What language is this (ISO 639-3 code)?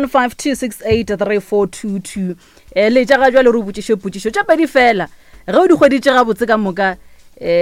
nso